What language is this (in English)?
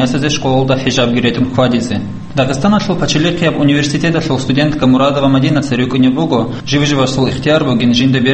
Avaric